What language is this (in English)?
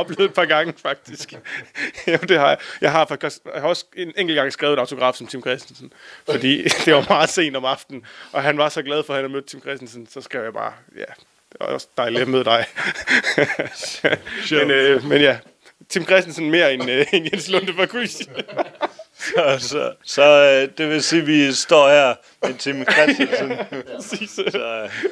Danish